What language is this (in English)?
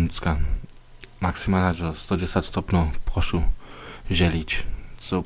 Upper Sorbian